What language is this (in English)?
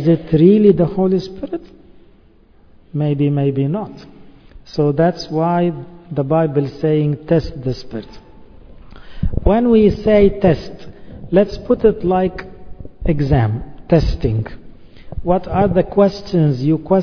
English